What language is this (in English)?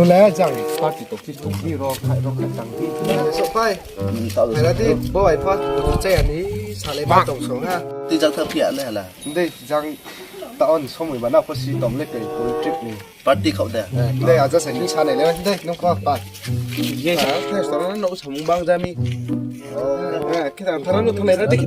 Riang (India)